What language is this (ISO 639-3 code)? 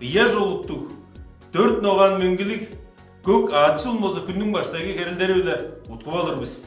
tyv